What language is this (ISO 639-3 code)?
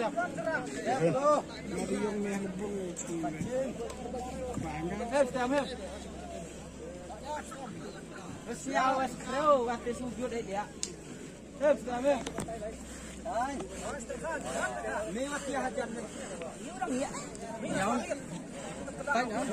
msa